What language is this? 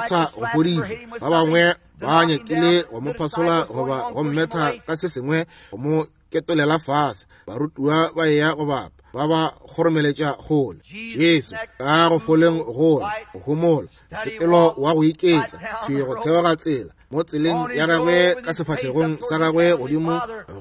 Northern Sotho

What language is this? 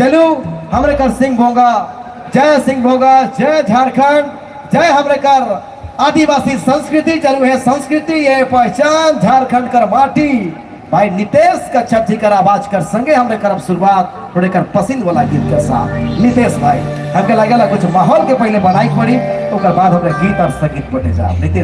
Sadri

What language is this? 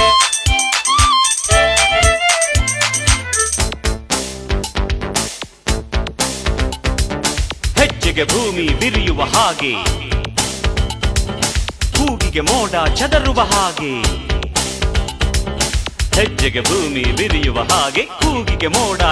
Kannada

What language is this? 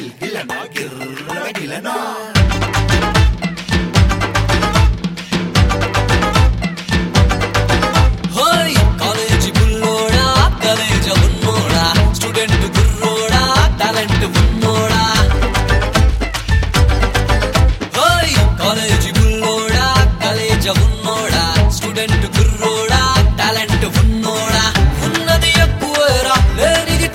Telugu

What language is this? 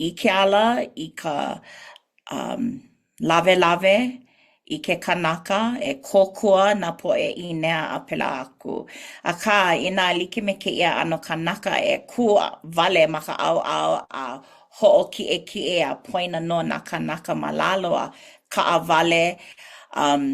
Hawaiian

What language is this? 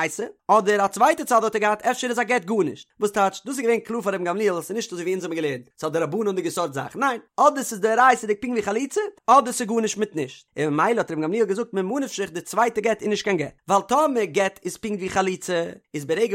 Yiddish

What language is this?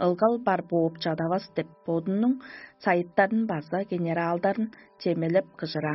Tuvinian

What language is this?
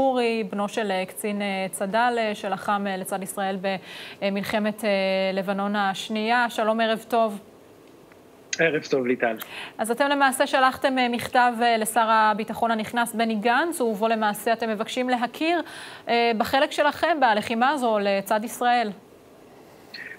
Hebrew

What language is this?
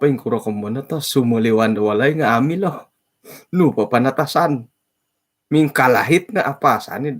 Central Dusun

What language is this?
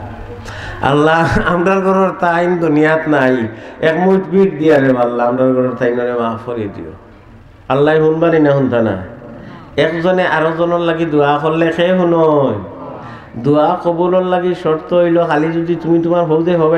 Sylheti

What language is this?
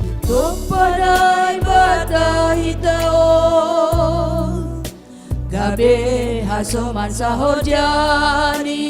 Batak Simalungun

